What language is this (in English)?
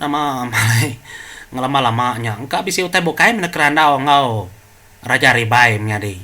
Iban